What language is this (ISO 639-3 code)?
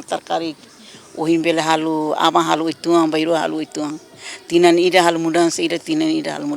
tet